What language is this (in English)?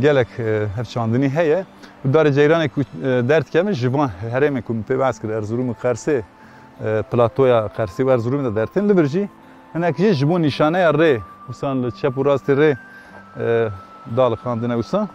Kurdish